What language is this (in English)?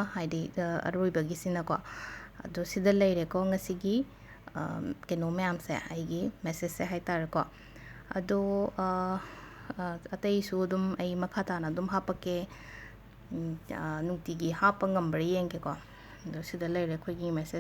Manipuri